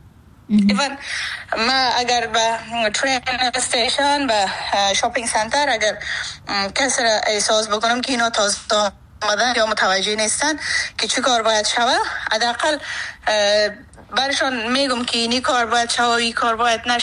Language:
Persian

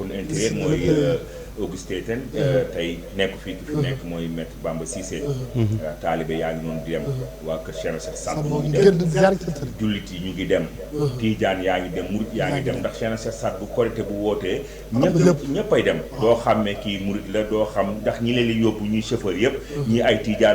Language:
Wolof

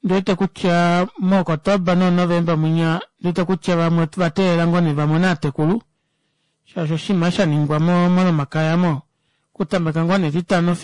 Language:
Kuanyama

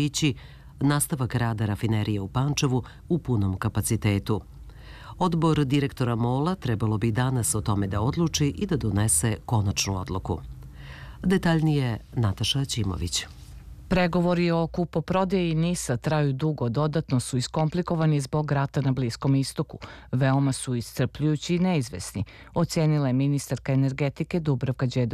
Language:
Serbian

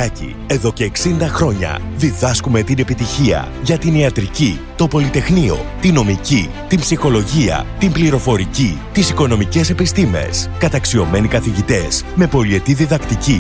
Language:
Greek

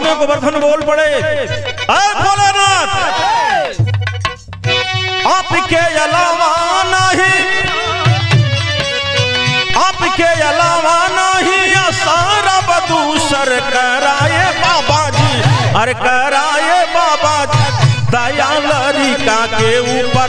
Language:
Bhojpuri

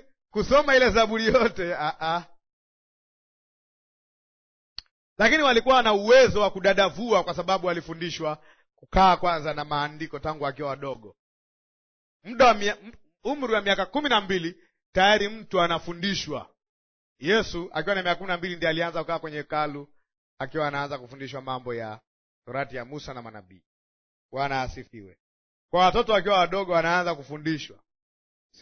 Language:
Swahili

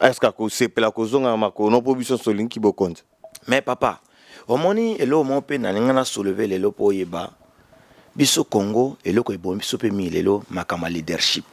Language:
Lingala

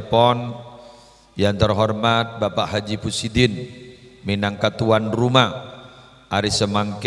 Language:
Madurese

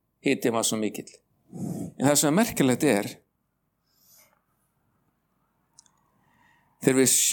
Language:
Icelandic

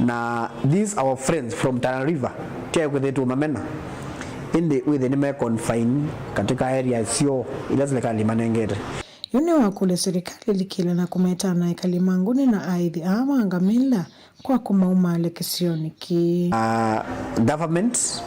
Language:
Kamba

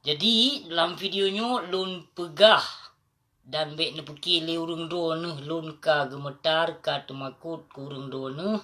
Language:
Achinese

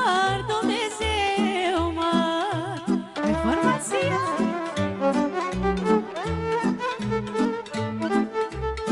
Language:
Romanian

